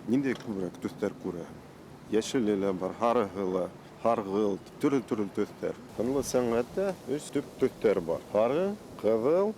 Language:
Bashkir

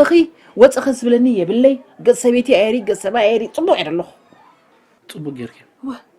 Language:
Tigrinya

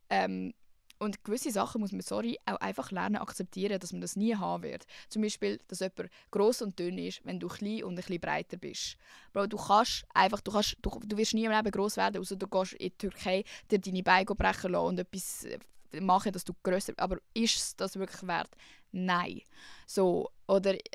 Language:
Swiss German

